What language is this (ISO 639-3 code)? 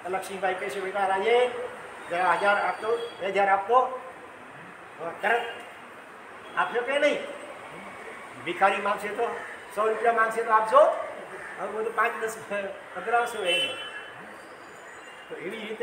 guj